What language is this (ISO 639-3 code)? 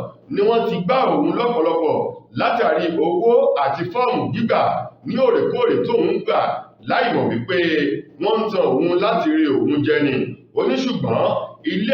yor